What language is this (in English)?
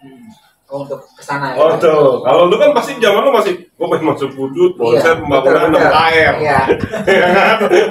Indonesian